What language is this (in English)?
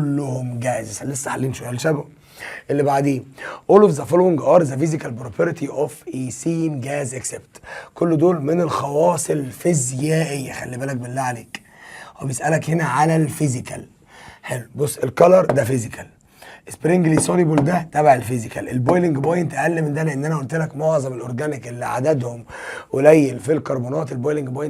Egyptian Arabic